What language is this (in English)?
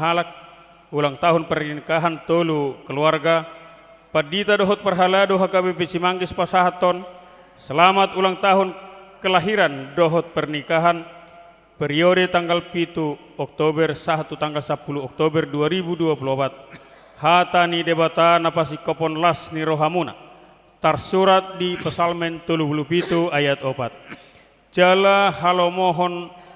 Batak Toba